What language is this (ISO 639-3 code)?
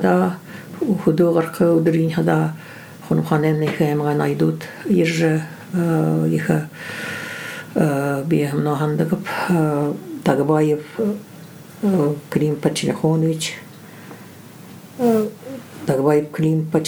bua